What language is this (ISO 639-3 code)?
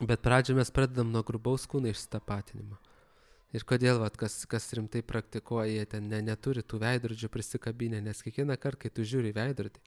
lit